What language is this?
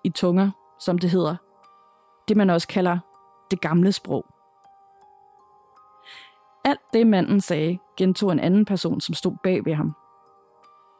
Danish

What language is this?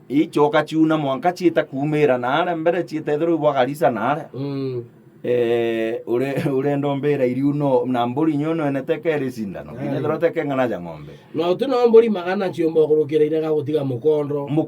Meru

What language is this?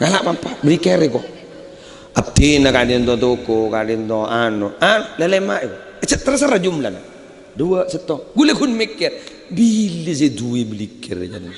Madurese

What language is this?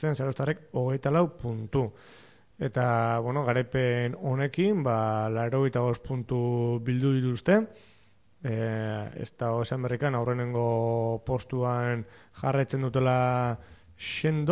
Basque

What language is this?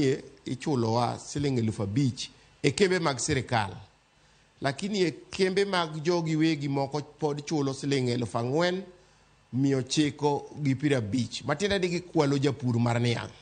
Luo (Kenya and Tanzania)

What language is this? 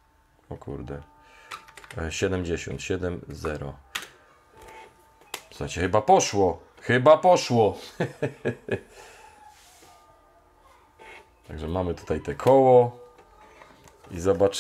Polish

